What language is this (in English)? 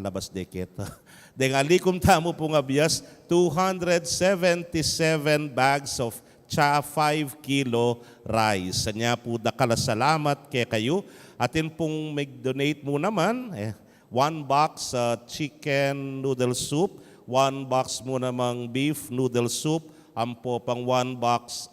Pampanga